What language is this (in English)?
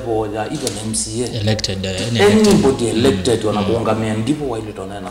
Kamba